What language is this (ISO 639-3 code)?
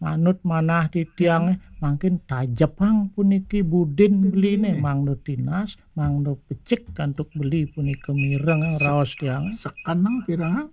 ban